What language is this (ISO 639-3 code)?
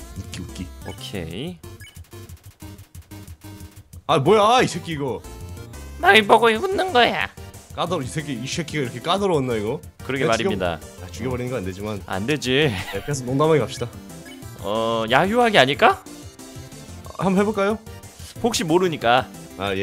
kor